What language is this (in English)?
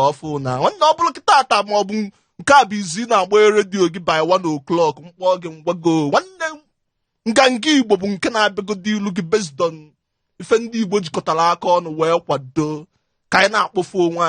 Igbo